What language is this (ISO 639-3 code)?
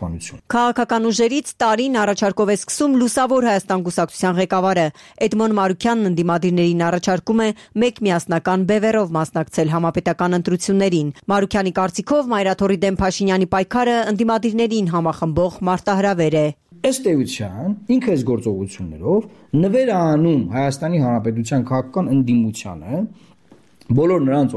hye